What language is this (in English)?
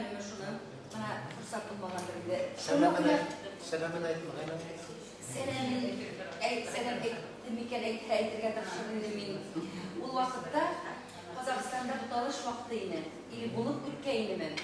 Bashkir